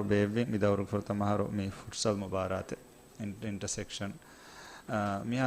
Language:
Divehi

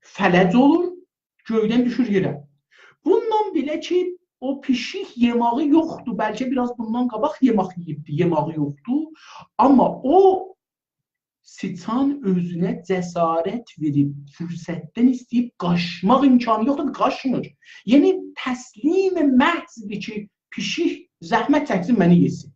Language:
South Azerbaijani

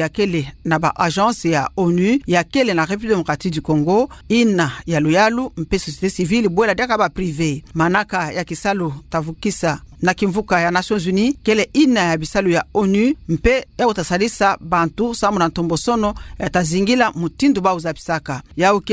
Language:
Kituba (Democratic Republic of Congo)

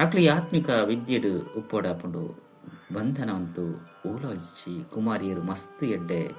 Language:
Tulu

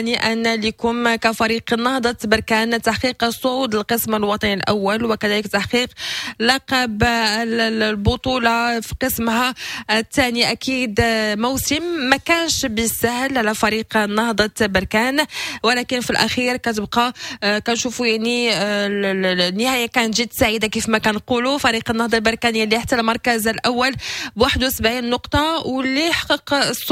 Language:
Moroccan Arabic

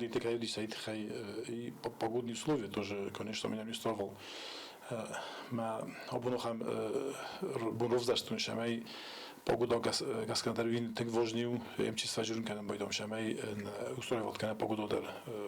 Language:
Ossetic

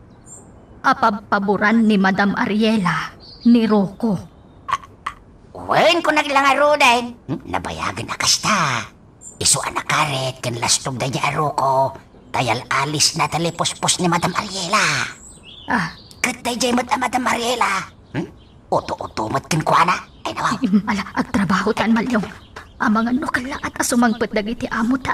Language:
Iloko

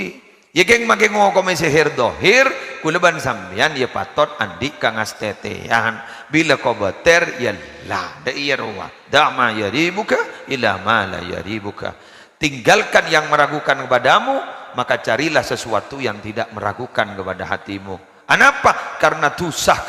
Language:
Madurese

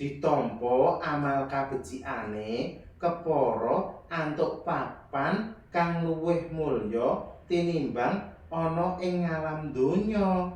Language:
Javanese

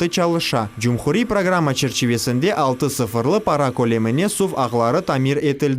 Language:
Crimean Tatar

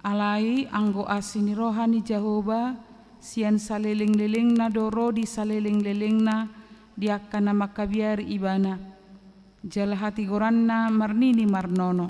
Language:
Batak Toba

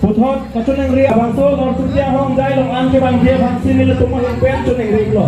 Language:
Karbi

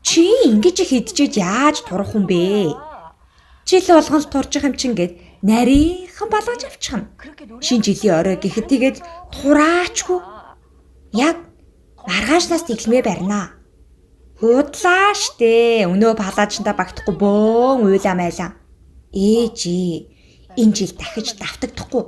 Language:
Mongolian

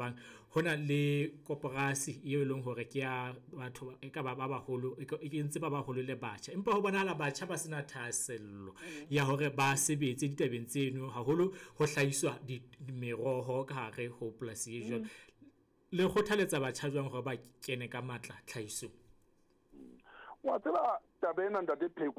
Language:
Southern Sotho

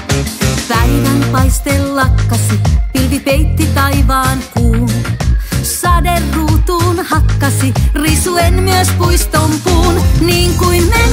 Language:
Finnish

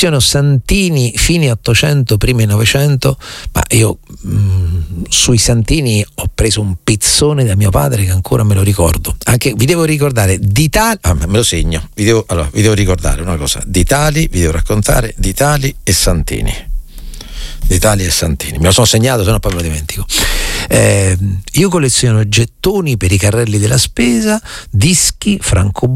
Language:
Italian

